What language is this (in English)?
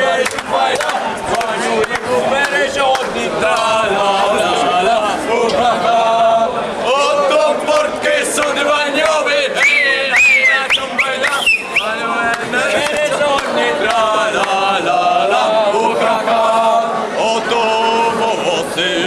Rusyn